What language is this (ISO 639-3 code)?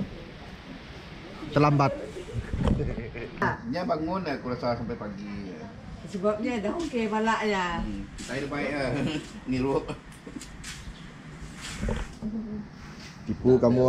msa